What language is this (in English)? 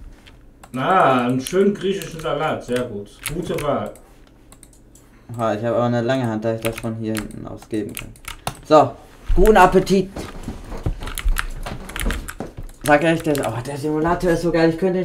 German